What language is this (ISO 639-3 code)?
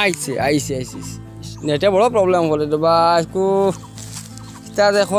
syl